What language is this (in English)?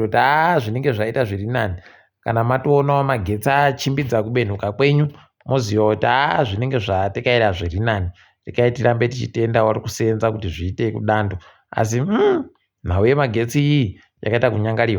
Ndau